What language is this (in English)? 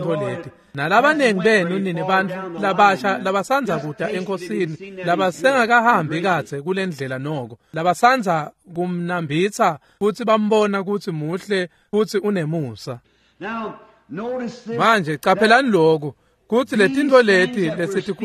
Swati